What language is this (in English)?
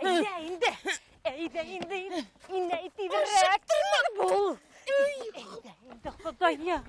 Bashkir